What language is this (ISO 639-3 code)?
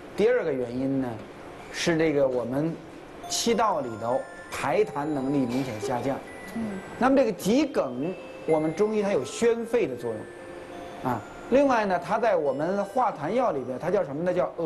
zho